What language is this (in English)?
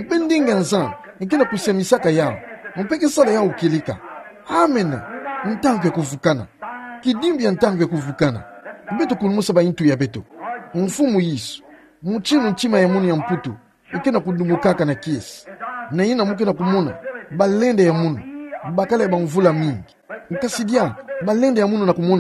Kituba (Democratic Republic of Congo)